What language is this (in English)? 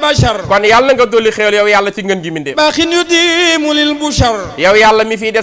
Wolof